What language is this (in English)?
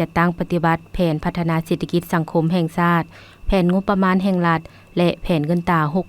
Lao